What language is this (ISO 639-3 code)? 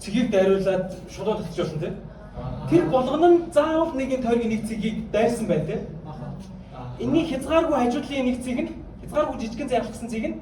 mon